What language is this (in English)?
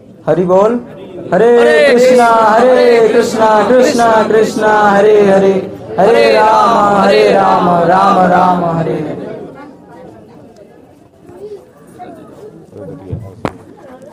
Odia